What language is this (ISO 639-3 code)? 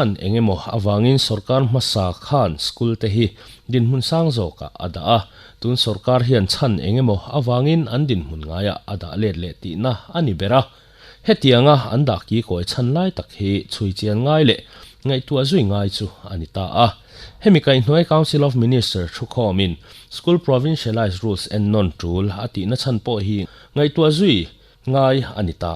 lus